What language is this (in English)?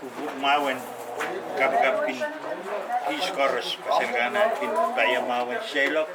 Pohnpeian